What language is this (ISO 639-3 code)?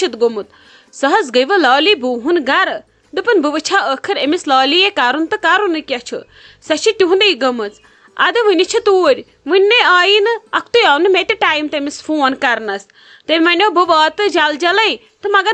kas